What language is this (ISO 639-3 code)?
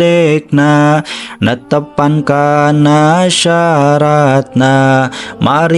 sun